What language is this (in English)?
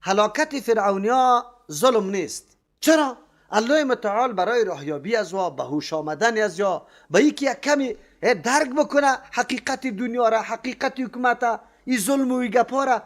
Persian